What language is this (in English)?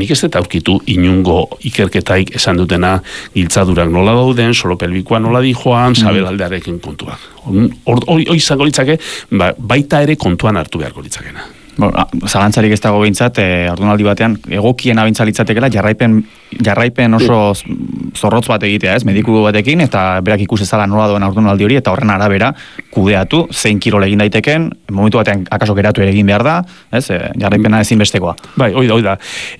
Basque